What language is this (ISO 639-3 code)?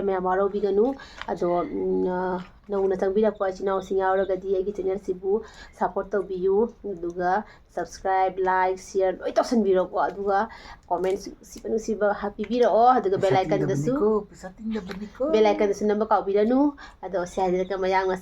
mni